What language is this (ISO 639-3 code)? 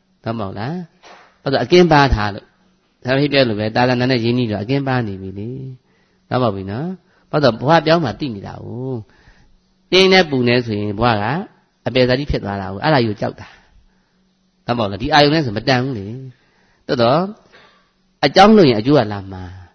mya